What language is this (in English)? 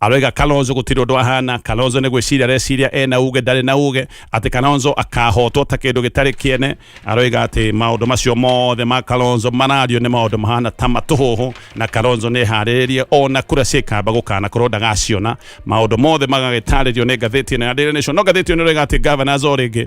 Kikuyu